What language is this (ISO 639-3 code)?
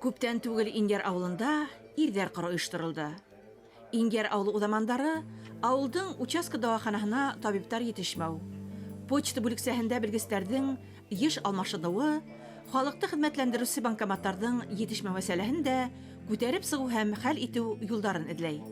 bak